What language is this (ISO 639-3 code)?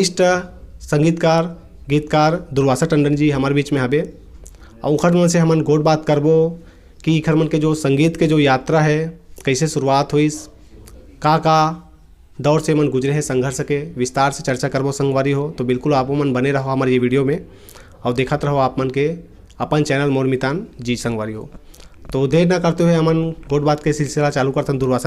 hne